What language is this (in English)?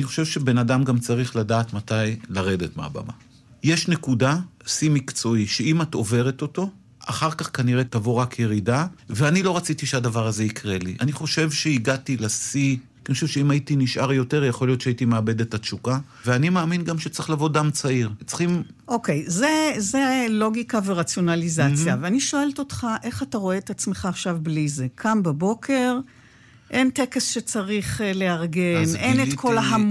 Hebrew